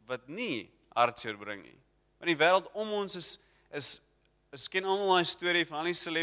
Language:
Afrikaans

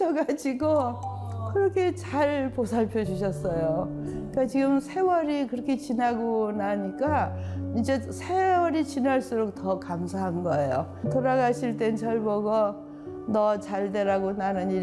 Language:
Korean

